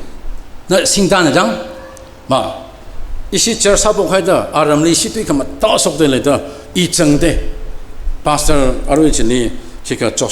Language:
Tangkhul Naga (India)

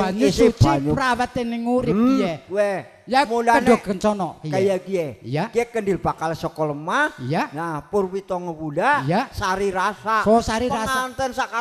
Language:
Javanese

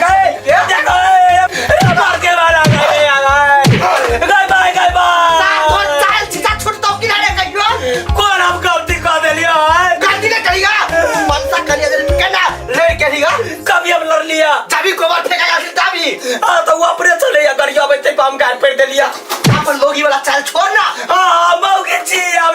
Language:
Maithili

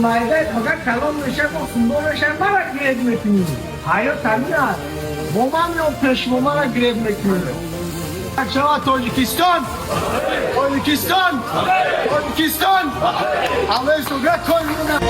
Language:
Tajik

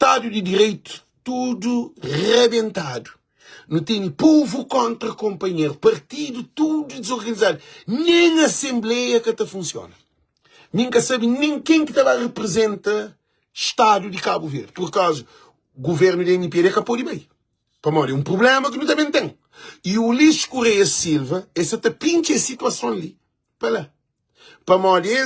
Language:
Kabuverdianu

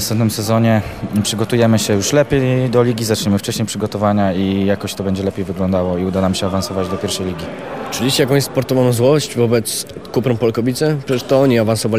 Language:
Polish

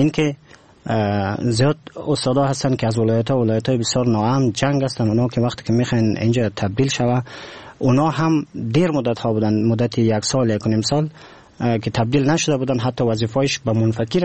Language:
Persian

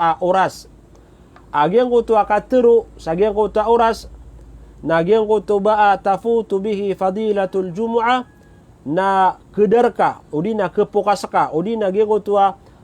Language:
Maranao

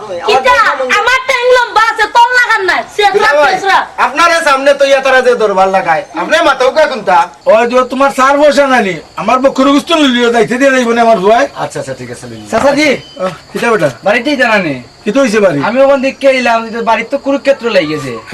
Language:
Sylheti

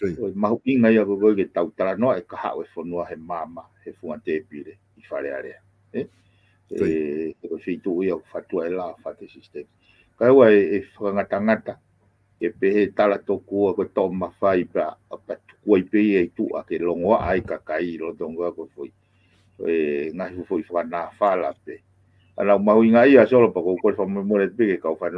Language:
Tongan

